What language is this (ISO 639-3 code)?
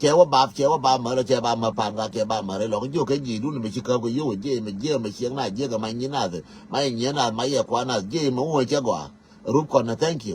nus